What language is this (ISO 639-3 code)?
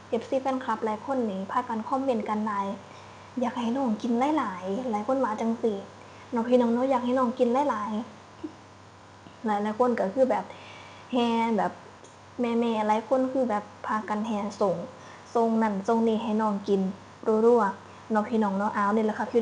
tts